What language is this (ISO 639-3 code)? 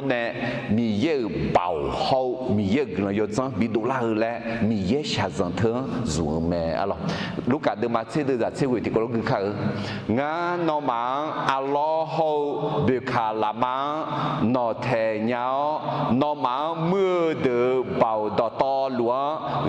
ahk